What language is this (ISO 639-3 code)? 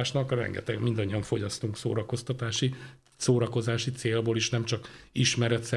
hun